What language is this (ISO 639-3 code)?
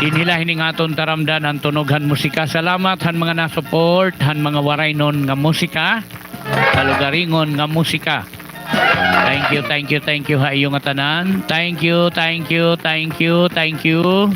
war